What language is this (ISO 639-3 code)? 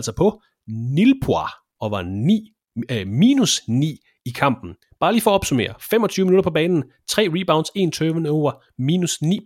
dan